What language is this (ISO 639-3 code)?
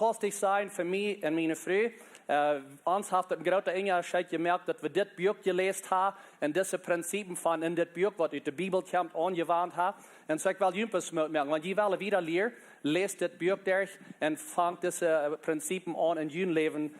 pdt